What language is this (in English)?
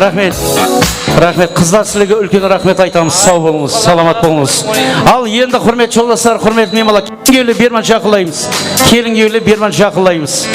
Kara-Kalpak